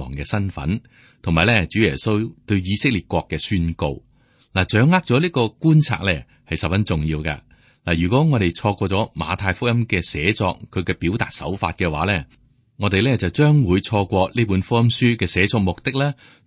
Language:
Cantonese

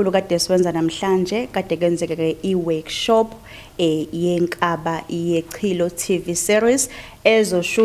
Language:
Zulu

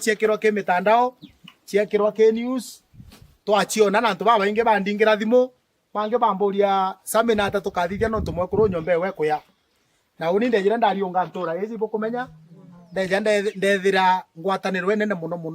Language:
Meru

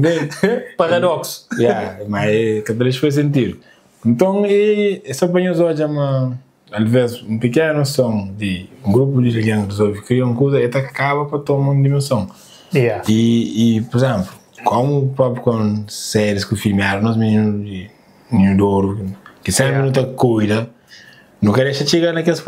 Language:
Kabuverdianu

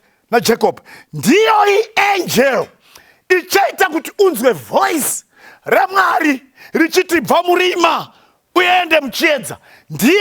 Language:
Shona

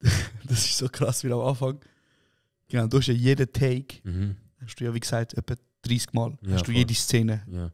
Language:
Swiss German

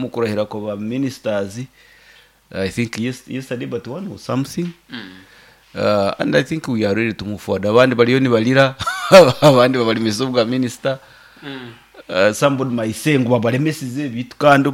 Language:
Nyoro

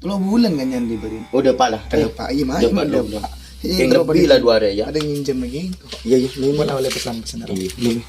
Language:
Madurese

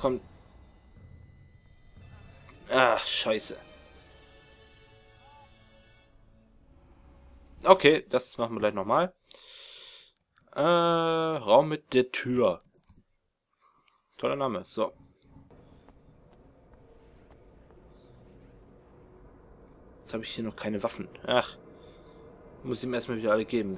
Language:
German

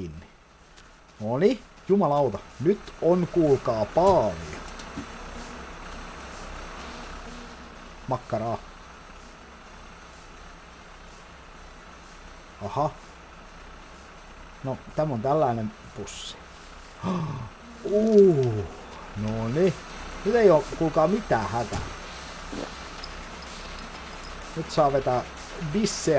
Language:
Finnish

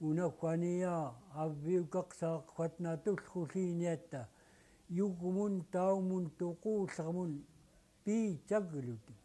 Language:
Central Yupik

